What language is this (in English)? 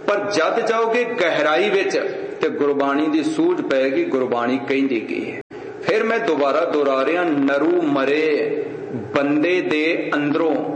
Punjabi